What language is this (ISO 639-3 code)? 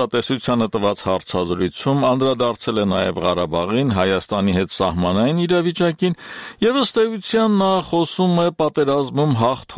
hye